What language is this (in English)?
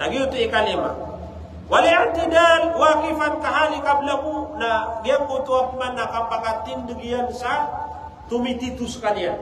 Maranao